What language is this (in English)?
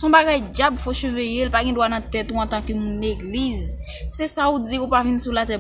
Haitian Creole